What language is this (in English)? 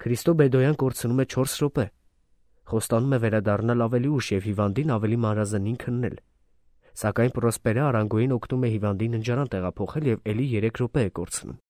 Armenian